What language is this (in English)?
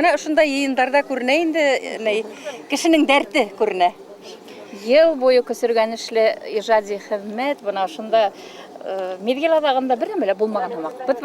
Bashkir